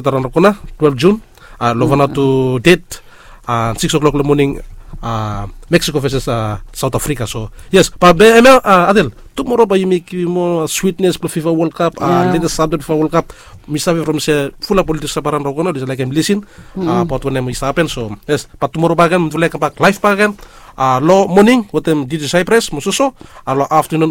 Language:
Bislama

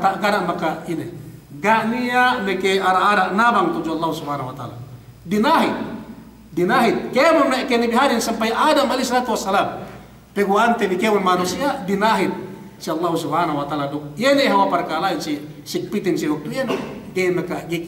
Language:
Yakan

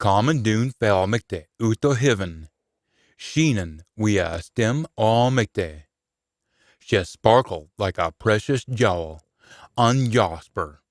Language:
Scots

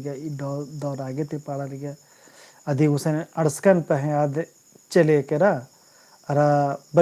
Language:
Kurukh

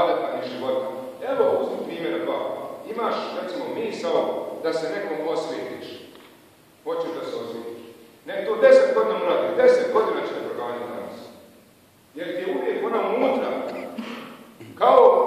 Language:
Bosnian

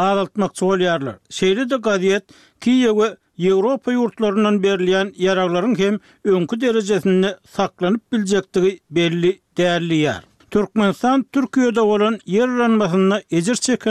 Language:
Turkmen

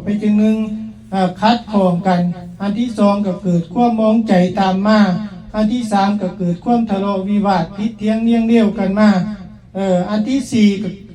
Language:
Lao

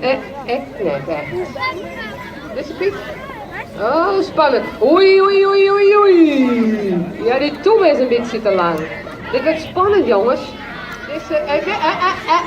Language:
Western Frisian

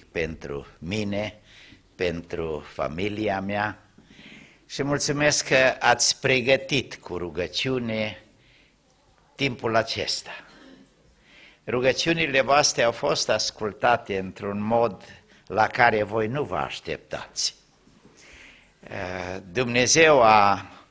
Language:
Romanian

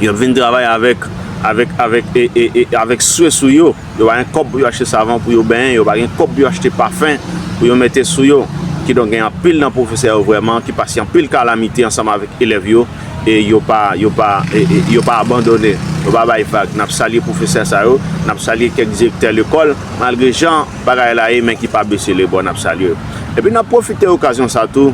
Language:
Haitian Creole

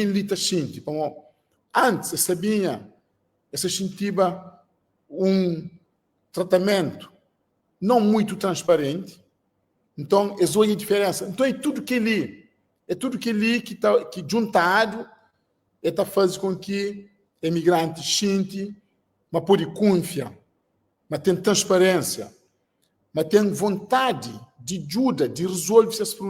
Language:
Kabuverdianu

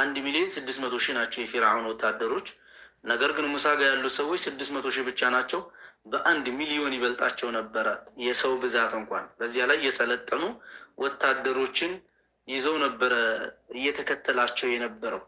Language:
Amharic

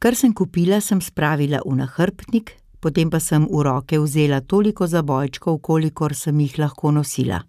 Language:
Slovenian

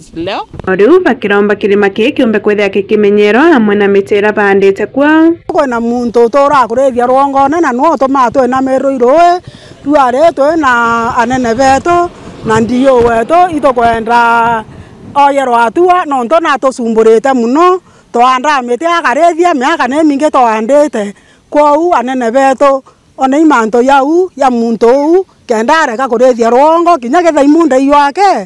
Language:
Meru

